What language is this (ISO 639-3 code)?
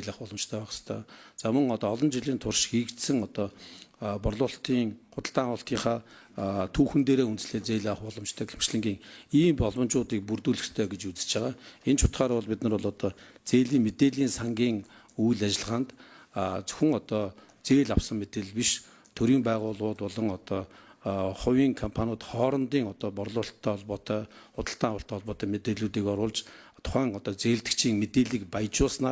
mon